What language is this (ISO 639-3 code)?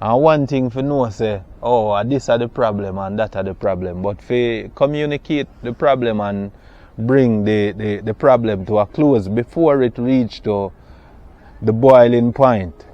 jam